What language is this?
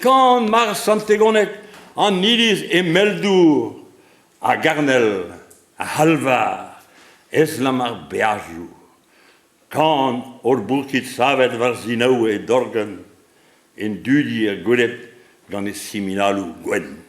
Breton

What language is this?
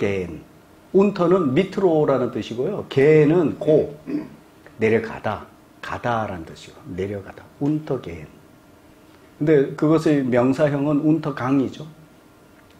Korean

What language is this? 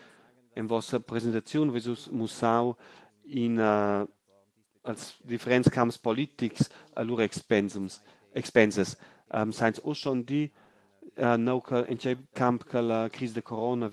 Romansh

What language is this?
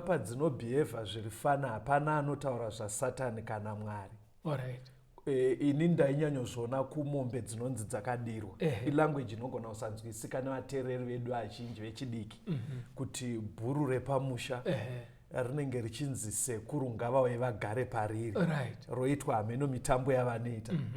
Shona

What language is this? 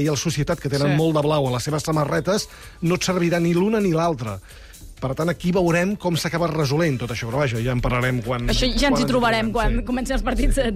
Catalan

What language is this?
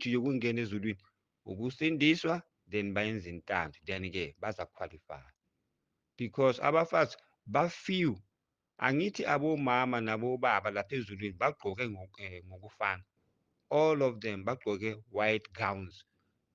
Zulu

